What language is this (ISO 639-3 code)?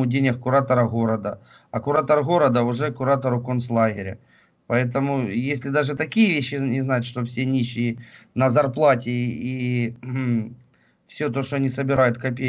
rus